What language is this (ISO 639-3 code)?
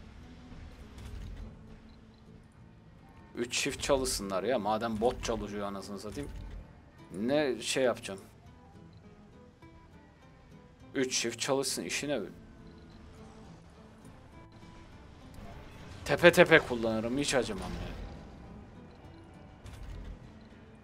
tur